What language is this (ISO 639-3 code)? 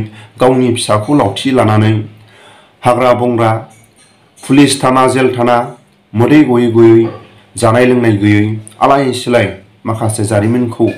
brx